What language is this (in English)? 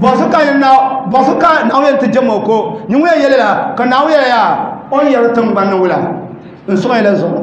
Dagbani